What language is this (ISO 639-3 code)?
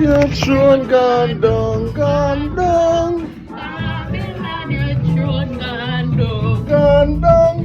jam